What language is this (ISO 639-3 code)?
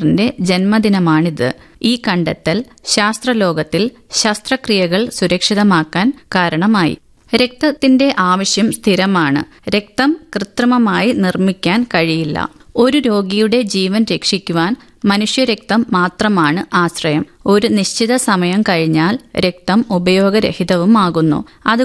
mal